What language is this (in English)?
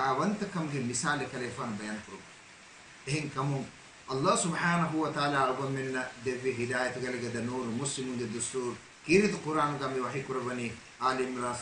Divehi